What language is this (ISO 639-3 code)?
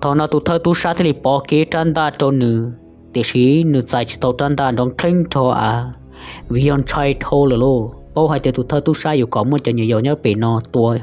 hmn